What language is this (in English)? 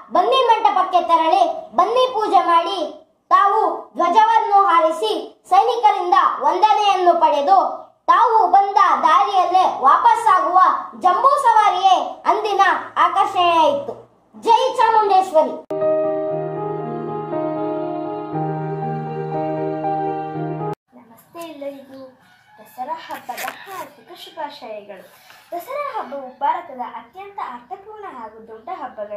Kannada